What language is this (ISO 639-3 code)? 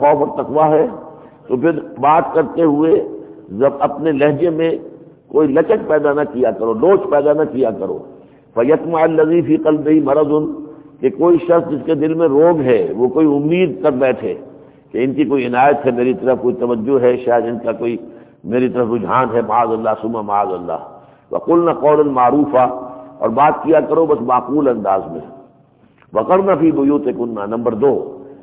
urd